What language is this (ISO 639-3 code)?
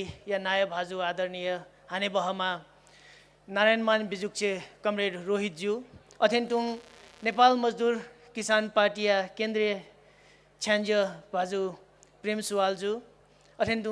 new